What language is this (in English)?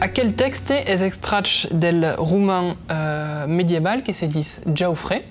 Occitan